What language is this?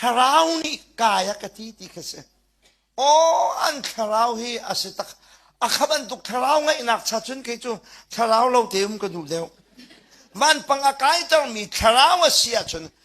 Hakha Chin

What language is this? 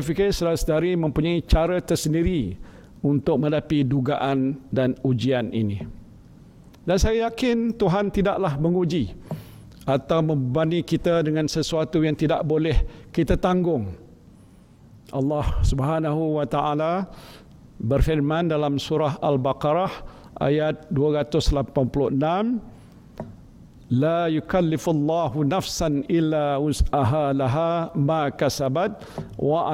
Malay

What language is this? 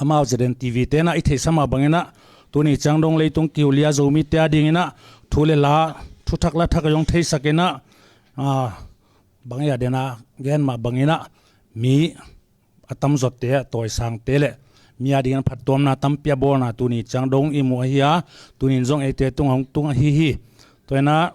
Tedim Chin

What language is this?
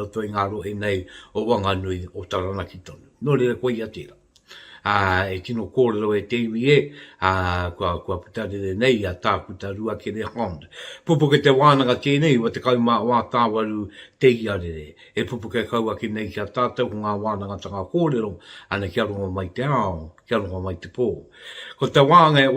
Māori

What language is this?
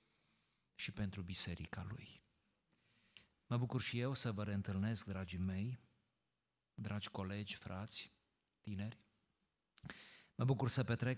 Romanian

